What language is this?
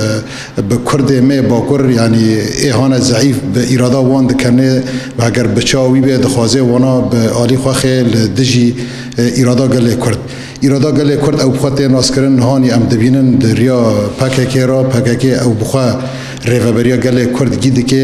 Kurdish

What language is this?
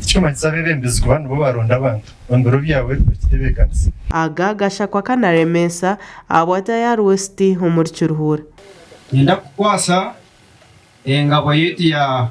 Nyankole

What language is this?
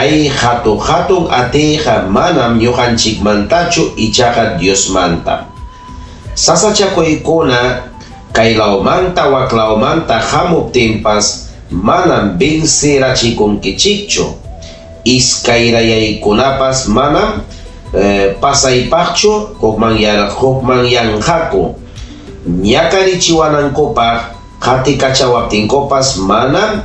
Ayacucho Quechua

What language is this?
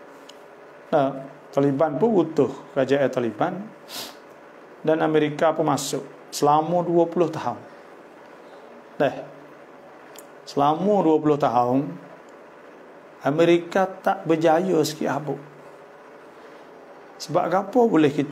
Malay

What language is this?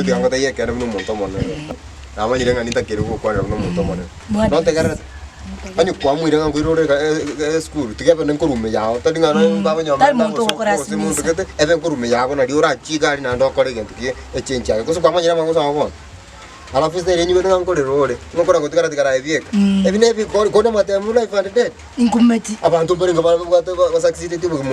Gusii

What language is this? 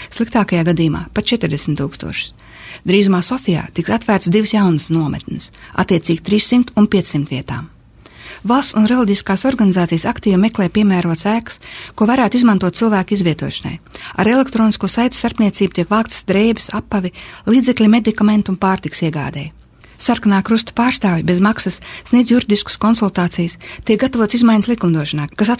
Latvian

